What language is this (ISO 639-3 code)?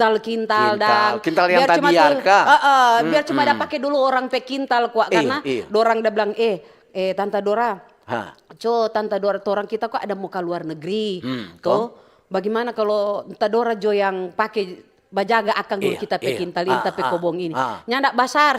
xmm